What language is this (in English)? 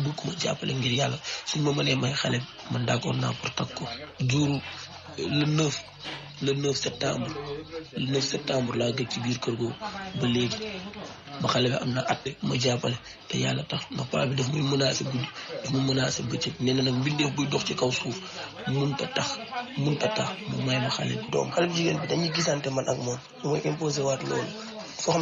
Wolof